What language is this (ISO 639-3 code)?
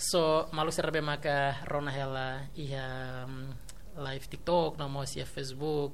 tet